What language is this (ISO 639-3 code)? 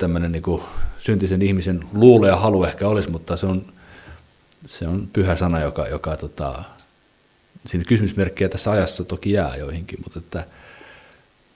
fin